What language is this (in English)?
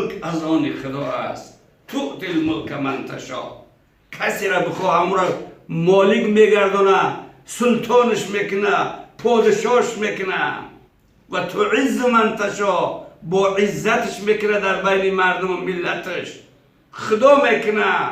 Tajik